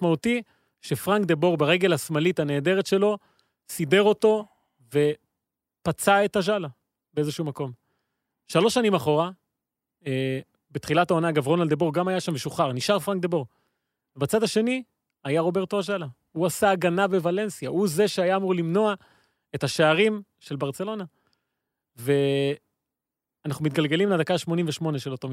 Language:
Hebrew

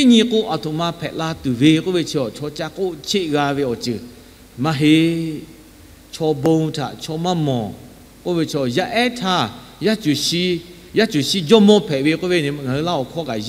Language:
Lahu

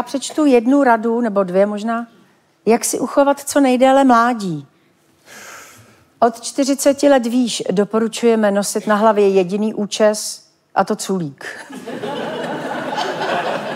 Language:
Czech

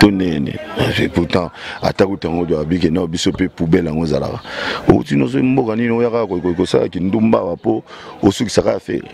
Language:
Lingala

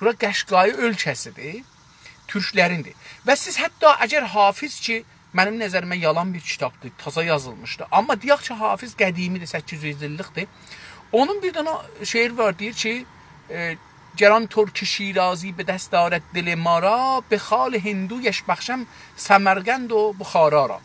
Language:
South Azerbaijani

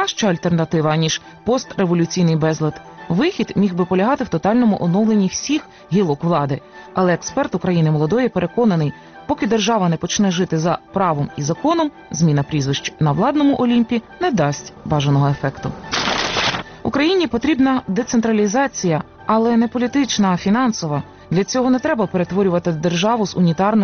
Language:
Ukrainian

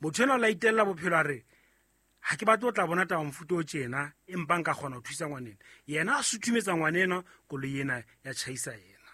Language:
Southern Sotho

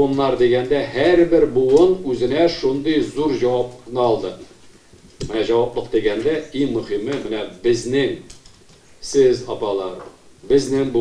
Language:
Tatar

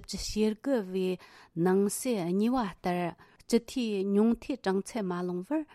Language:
Tibetan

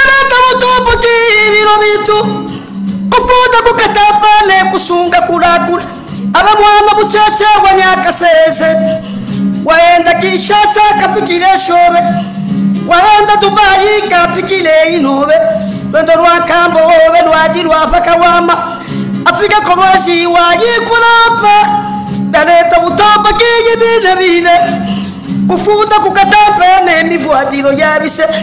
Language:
Luba-Katanga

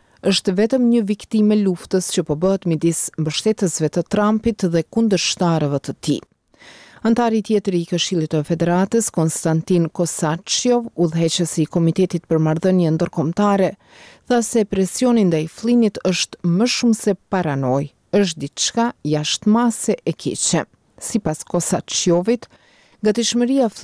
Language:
Albanian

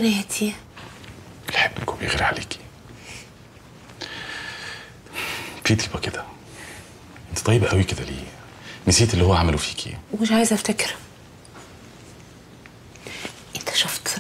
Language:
Egyptian Arabic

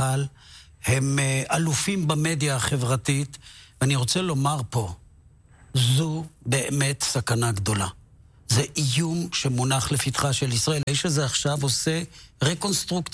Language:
Hebrew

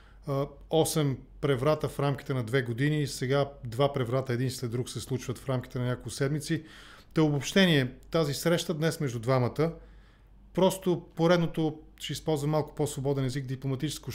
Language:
Bulgarian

